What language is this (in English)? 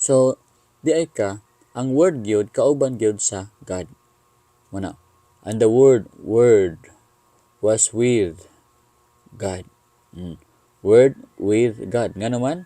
Cebuano